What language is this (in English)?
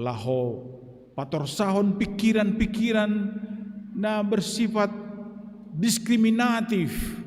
Batak Simalungun